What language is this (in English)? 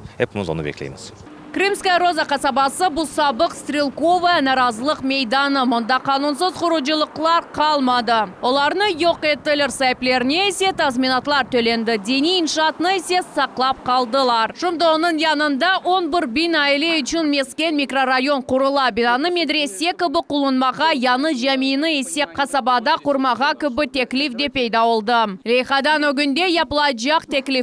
Crimean Tatar